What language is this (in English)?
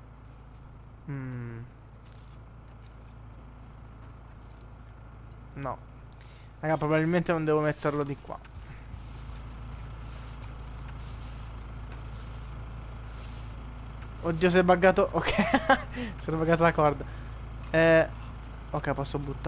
Italian